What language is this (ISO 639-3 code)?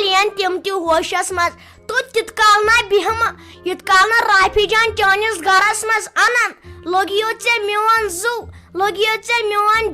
kas